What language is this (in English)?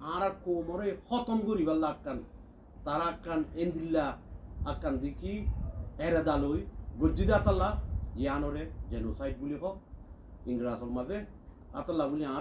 Rohingya